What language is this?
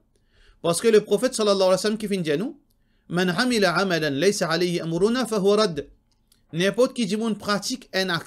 Morisyen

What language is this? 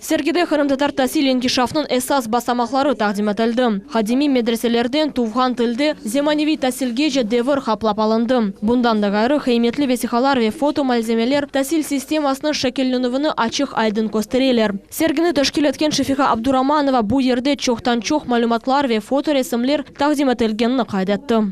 Crimean Tatar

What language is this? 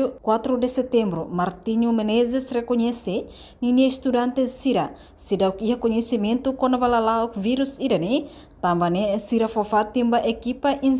Tetum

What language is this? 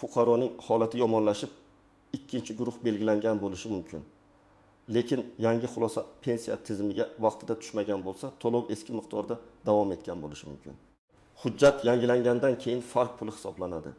Uzbek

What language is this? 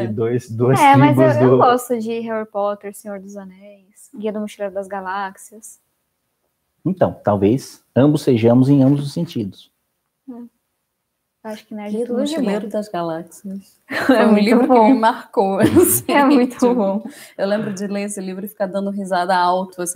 Portuguese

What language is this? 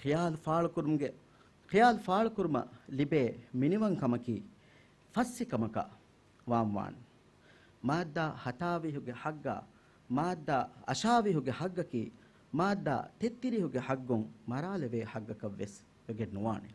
Divehi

